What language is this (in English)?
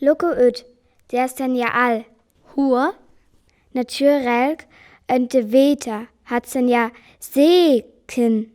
Northern Frisian